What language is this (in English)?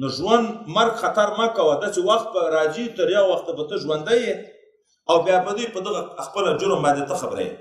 Pashto